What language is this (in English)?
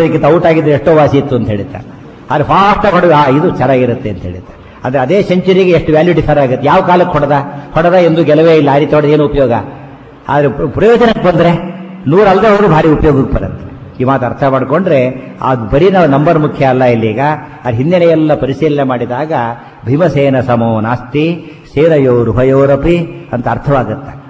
Kannada